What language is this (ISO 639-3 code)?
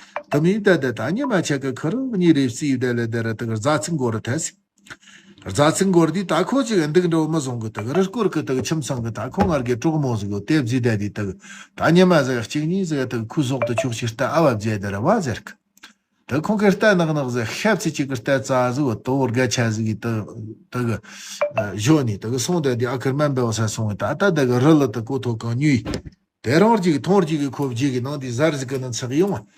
bod